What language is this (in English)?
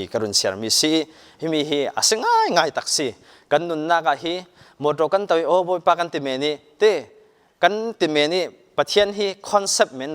Falam Chin